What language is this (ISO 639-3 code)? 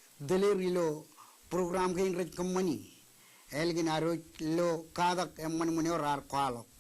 mah